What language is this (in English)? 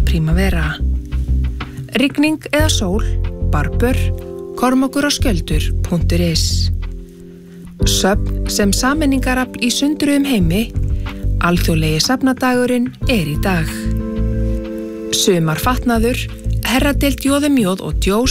Icelandic